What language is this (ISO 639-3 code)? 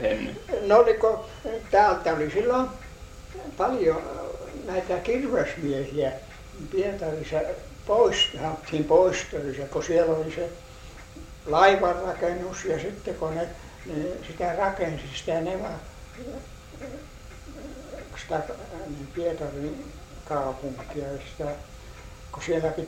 fin